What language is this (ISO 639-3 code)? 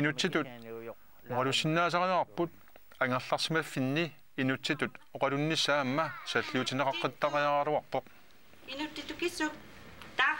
kal